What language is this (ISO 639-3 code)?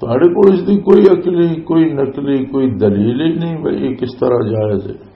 lah